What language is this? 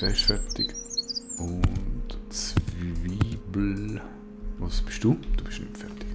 Swiss German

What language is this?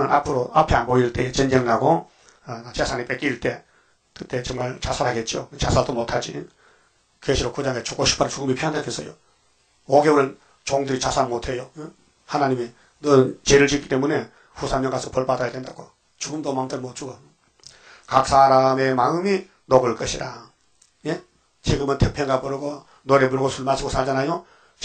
Korean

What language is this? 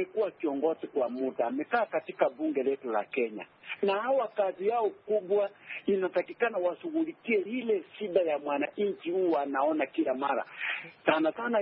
Swahili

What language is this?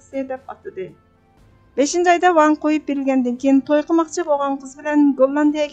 Uyghur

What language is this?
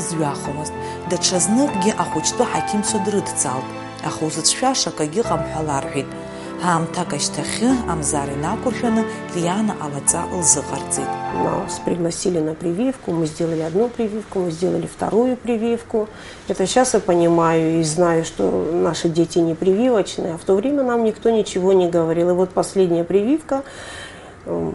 Abkhazian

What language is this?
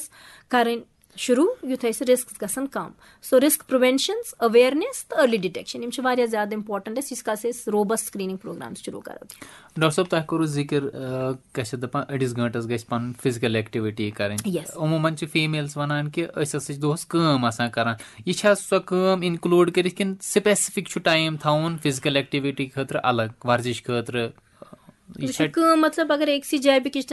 Kashmiri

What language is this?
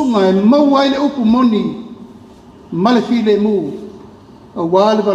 Samoan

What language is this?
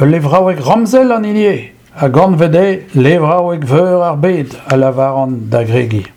Breton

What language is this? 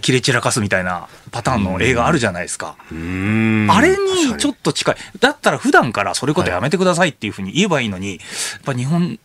Japanese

